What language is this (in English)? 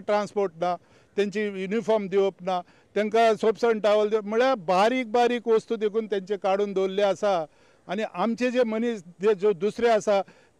Konkani